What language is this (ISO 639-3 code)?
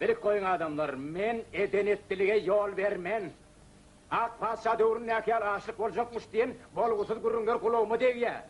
tuk